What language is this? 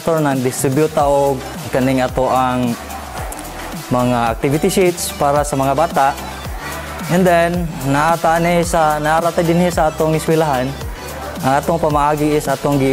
Cebuano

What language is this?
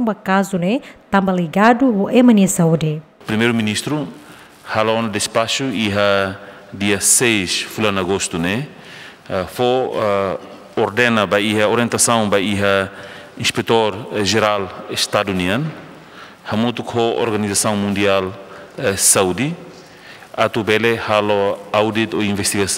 Tetum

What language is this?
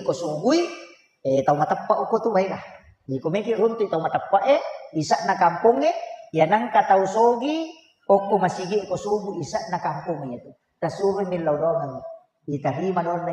Buginese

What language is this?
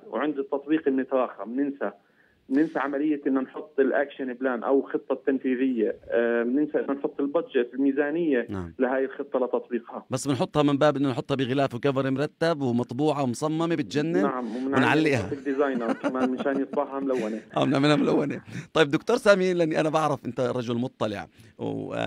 South Levantine Arabic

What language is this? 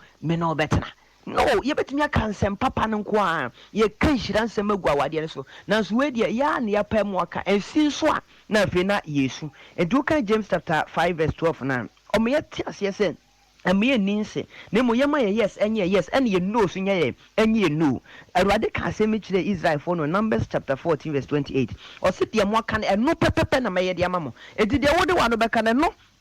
Akan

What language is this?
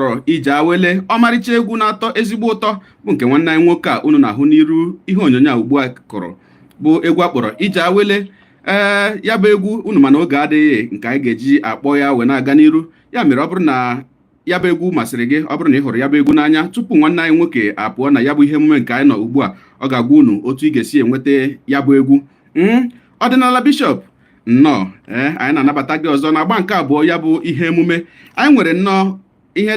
Igbo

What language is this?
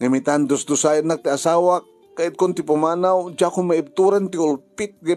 Iloko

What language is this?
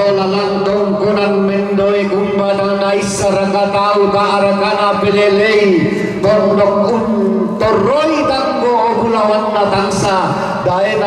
Toraja-Sa'dan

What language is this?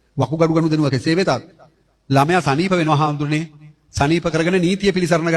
Sinhala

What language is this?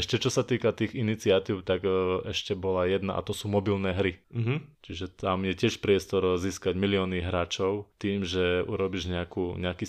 Slovak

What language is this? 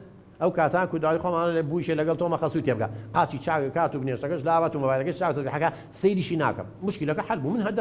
Central Kurdish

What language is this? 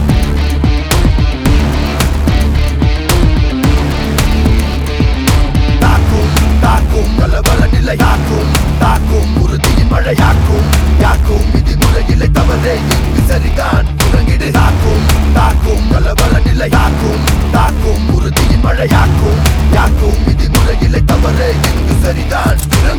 Tamil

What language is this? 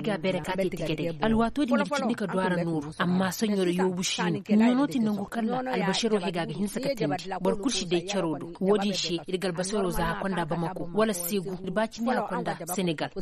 Koyraboro Senni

